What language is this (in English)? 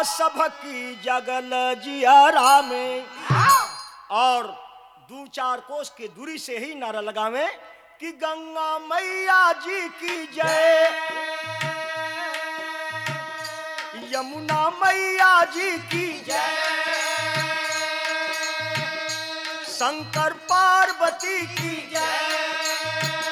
Bhojpuri